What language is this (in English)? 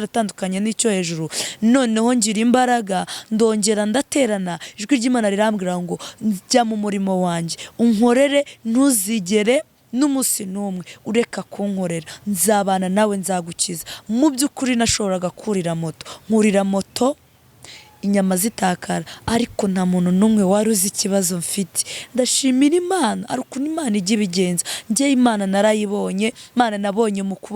Kinyarwanda